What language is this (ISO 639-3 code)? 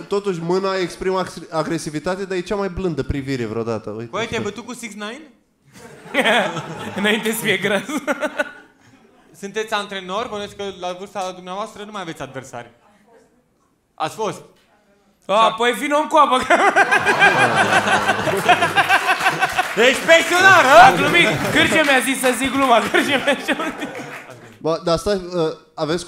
ron